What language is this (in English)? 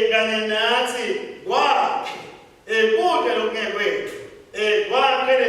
Swati